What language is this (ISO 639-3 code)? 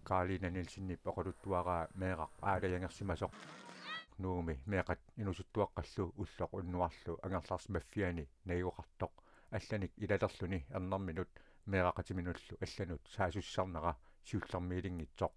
kal